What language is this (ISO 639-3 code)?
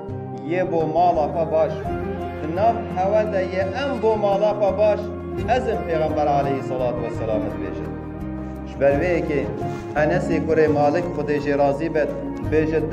kur